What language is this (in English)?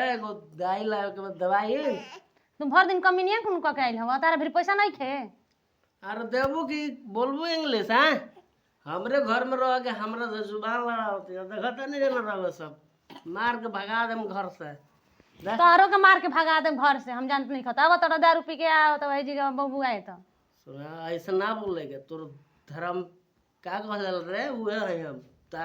Bhojpuri